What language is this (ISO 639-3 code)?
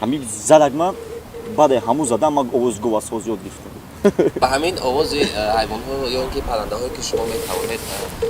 tgk